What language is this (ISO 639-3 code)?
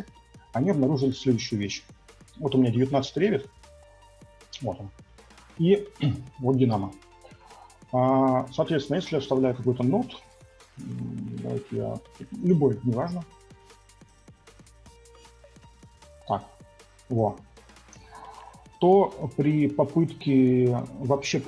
rus